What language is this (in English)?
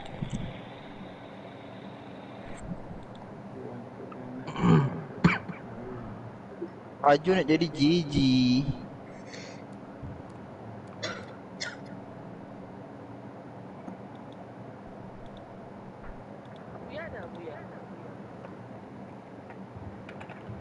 Malay